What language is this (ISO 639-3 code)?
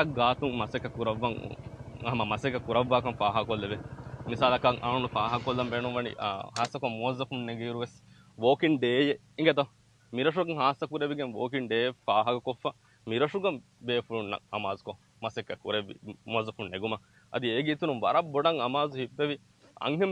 div